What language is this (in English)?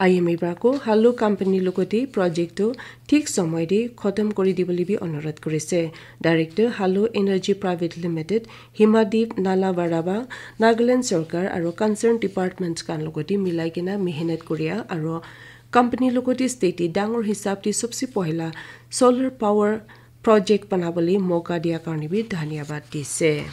Naga Pidgin